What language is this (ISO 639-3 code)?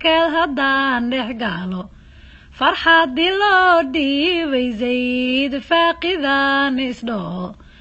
som